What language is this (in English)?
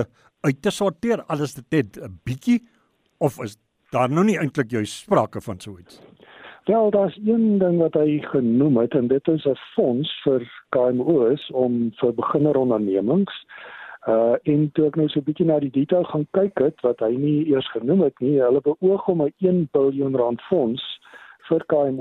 Afrikaans